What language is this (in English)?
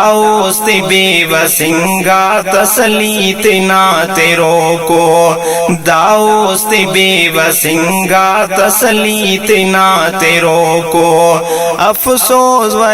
Brahui